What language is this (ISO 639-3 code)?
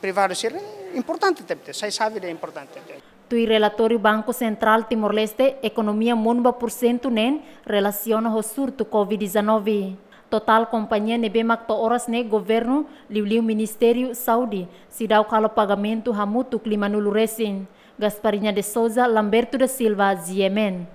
tet